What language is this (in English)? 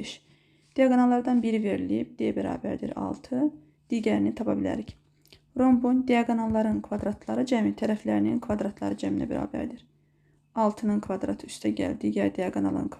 Azerbaijani